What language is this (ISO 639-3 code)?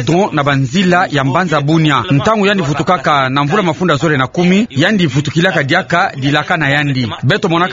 ktu